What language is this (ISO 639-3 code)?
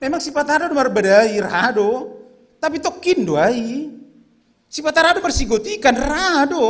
bts